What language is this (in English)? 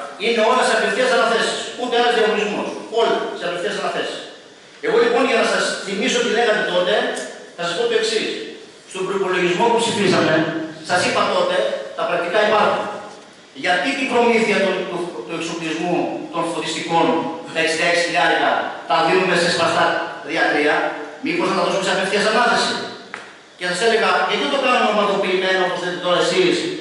Greek